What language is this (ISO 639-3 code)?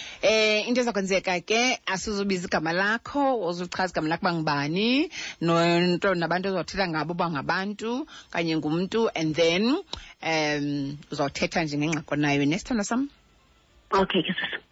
xho